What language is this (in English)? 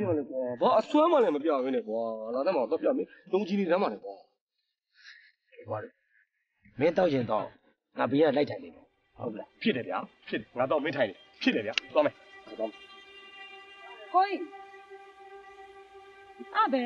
Burmese